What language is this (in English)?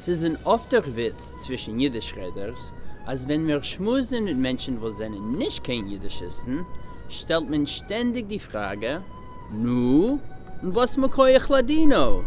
Yiddish